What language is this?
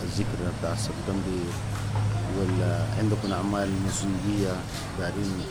Sudanese Arabic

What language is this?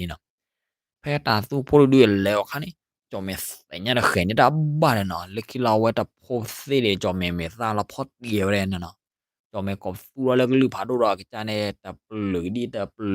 S'gaw Karen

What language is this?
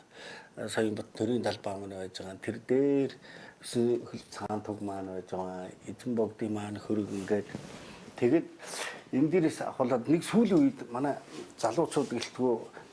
Mongolian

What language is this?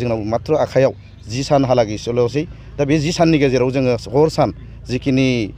Bodo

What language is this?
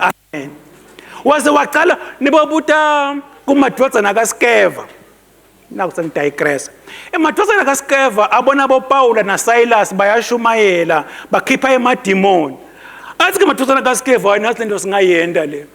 Swati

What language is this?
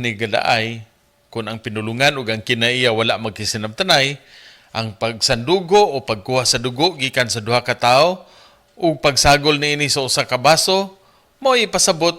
Cebuano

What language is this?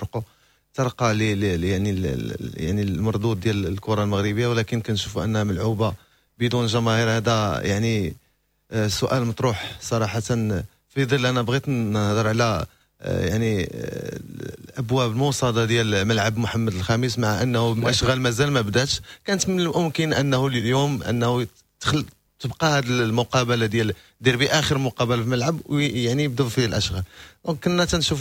Moroccan Arabic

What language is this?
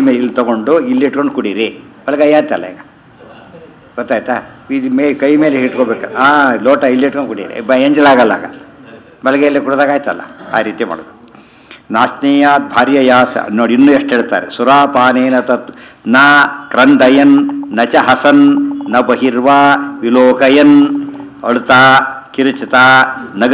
Kannada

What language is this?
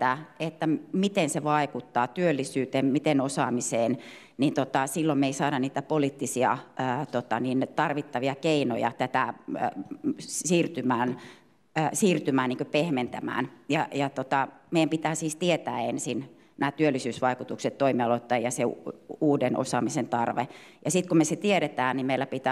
Finnish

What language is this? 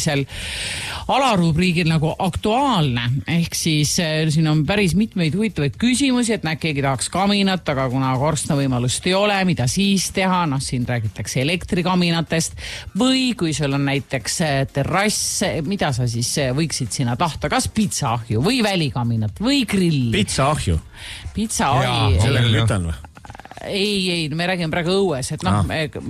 Estonian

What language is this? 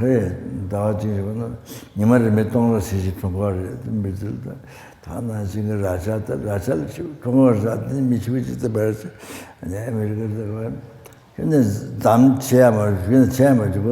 Tibetan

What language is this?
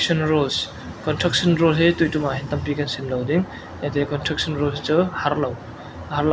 Falam Chin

